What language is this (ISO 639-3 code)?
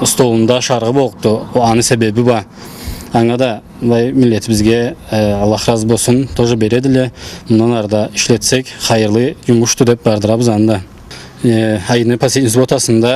krc